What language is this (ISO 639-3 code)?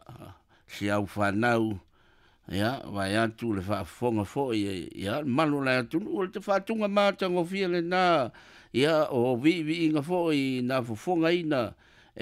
smo